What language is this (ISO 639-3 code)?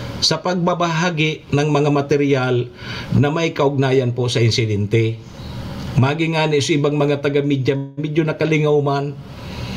bik